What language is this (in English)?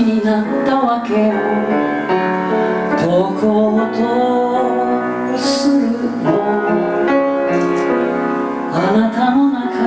Japanese